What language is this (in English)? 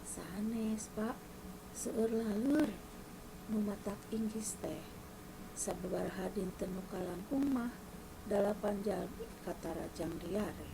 Sundanese